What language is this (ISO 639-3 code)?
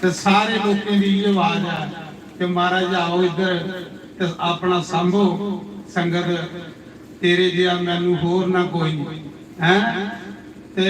doi